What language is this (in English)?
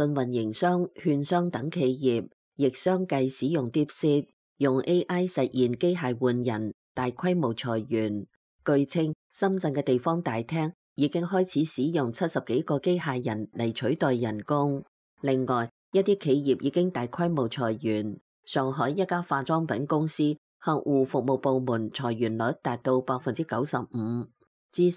Cantonese